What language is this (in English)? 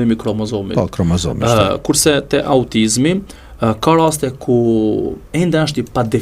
Albanian